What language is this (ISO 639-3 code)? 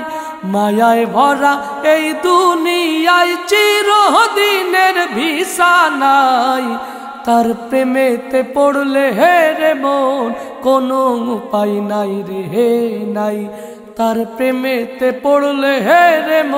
ben